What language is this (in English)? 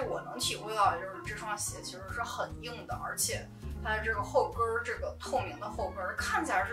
Chinese